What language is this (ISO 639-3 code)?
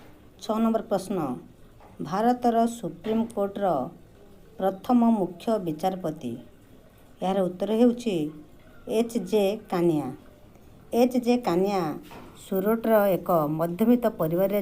ori